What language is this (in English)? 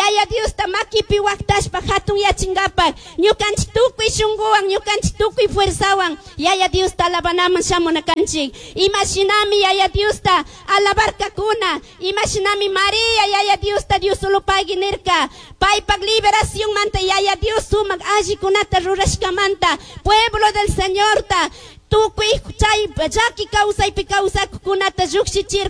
Chimborazo Highland Quichua